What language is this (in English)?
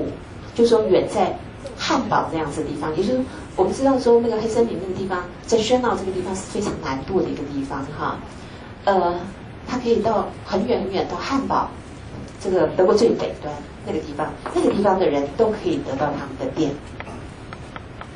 Chinese